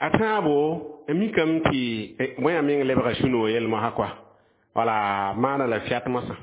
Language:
Mossi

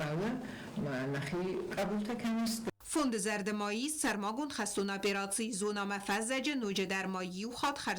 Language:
Ossetic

